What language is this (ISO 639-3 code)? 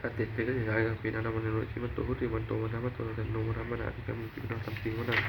pli